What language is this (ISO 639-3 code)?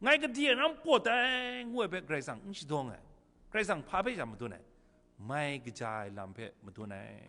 kac